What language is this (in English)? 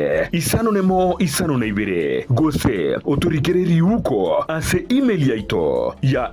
Gusii